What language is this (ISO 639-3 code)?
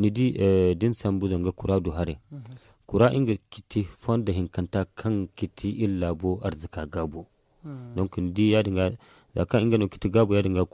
dje